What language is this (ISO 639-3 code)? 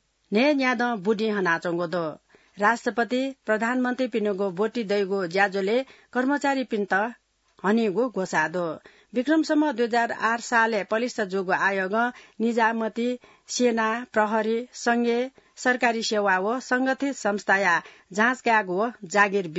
new